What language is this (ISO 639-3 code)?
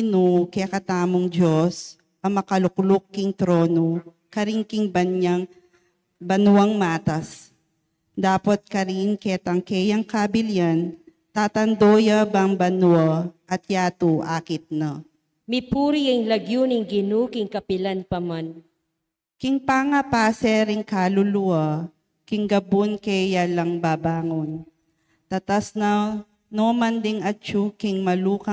pam